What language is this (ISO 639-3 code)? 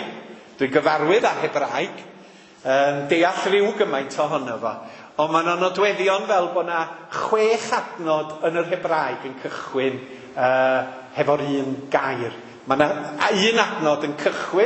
cym